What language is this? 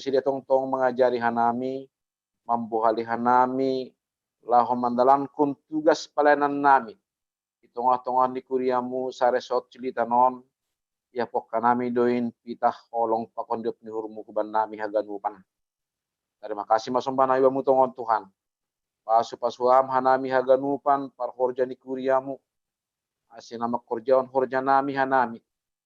Batak Simalungun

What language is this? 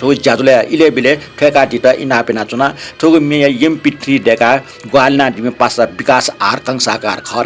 Newari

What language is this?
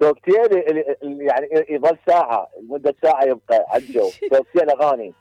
Mesopotamian Arabic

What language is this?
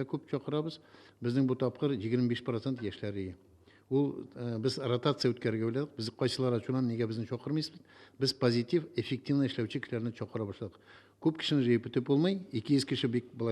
Tatar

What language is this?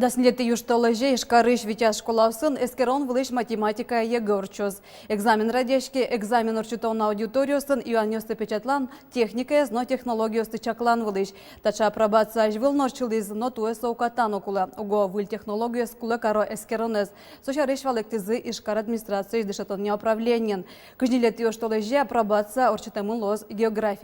Udmurt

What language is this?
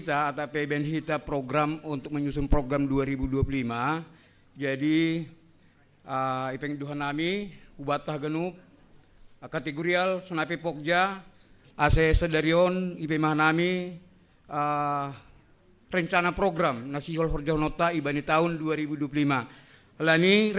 Batak Simalungun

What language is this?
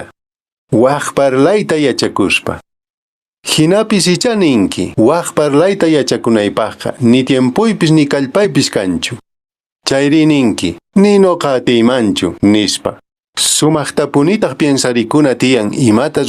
Quechua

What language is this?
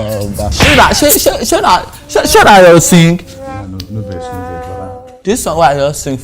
Nigerian Pidgin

